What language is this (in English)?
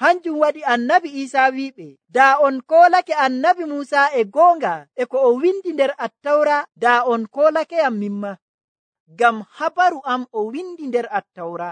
Nigerian Fulfulde